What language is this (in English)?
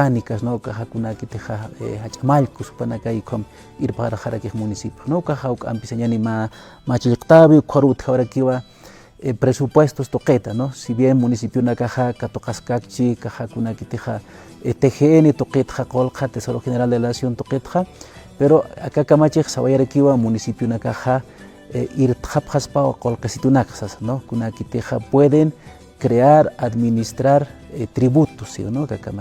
Aymara